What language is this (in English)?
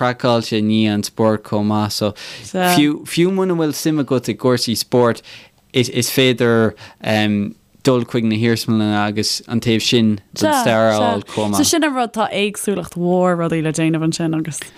Irish